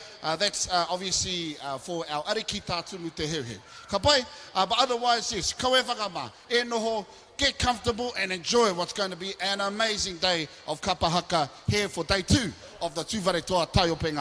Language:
Māori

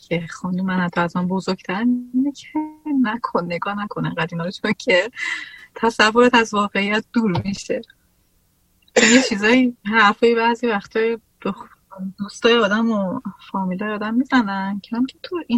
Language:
Persian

